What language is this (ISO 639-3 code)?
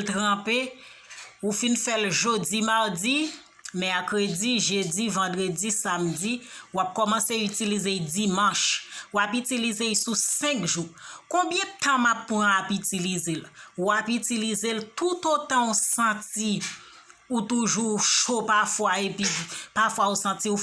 hat